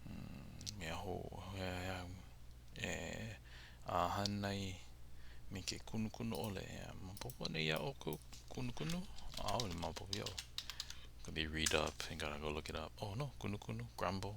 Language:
Hawaiian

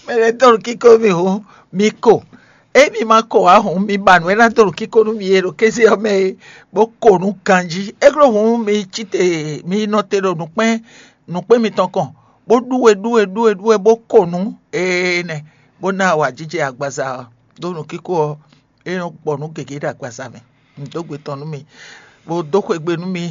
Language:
Fon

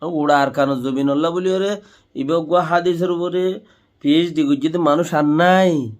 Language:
Rohingya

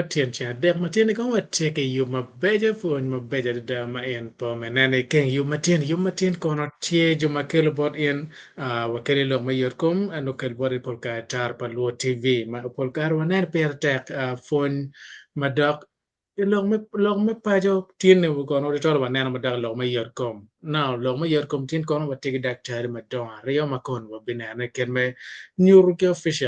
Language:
Acoli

